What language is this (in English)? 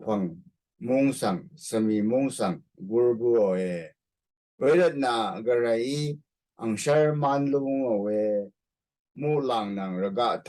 Rawang